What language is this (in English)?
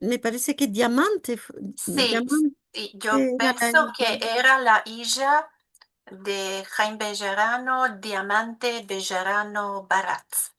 Ladino